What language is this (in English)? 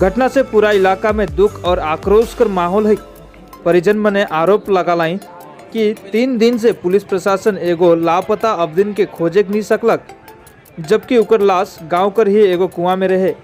Sadri